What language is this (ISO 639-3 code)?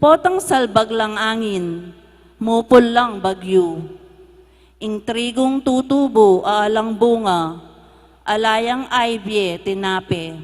pam